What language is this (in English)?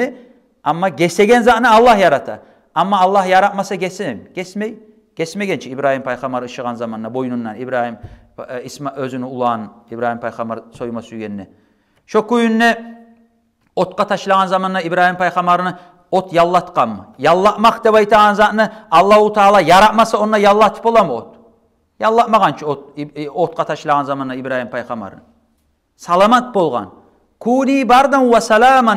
Kumyk